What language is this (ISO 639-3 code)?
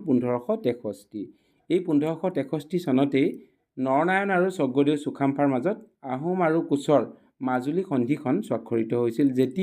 asm